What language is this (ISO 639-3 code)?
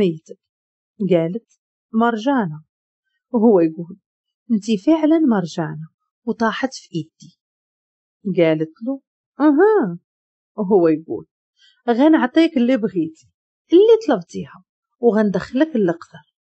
ary